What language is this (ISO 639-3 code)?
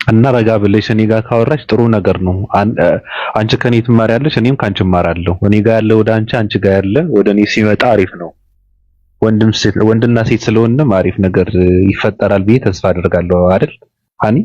amh